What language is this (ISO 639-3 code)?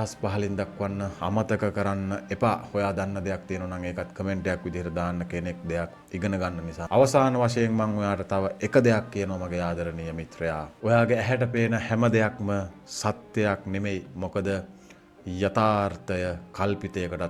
sin